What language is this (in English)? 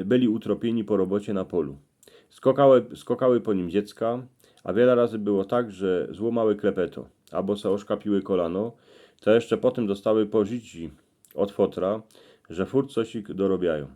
Silesian